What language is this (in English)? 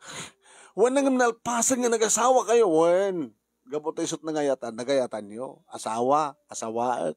Iloko